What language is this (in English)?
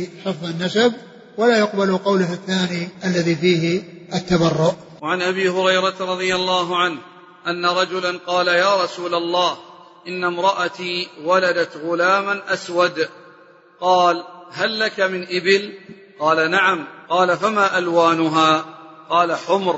Arabic